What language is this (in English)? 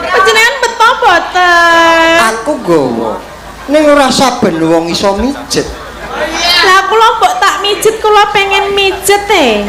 Javanese